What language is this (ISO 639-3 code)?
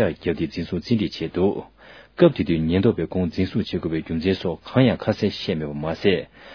bod